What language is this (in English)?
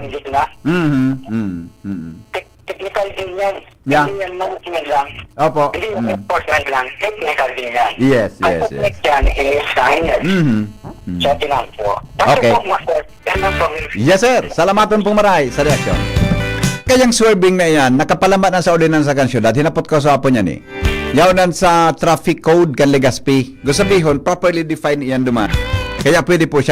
Bikol